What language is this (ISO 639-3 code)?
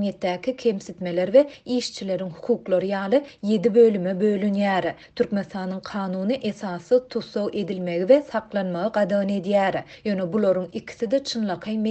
tuk